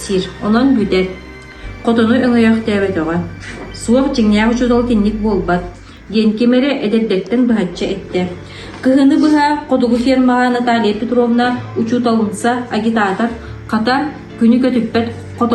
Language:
Yakut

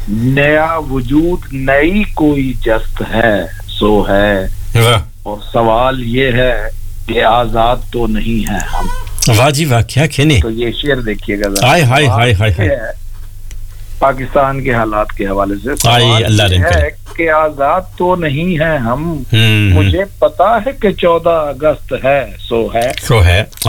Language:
Urdu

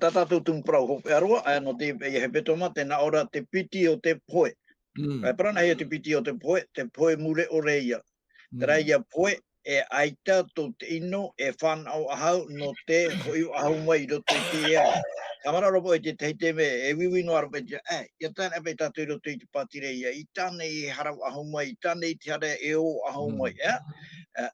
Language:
Tahitian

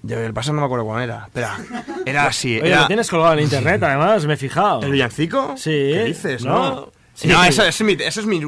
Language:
Spanish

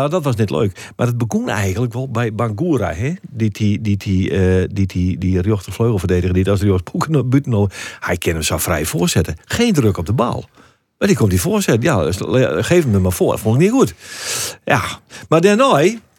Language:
Western Frisian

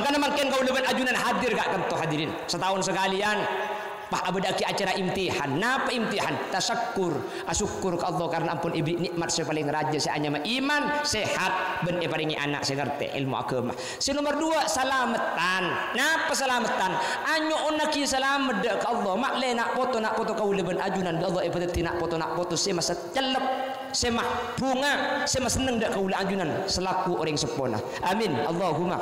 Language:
Madurese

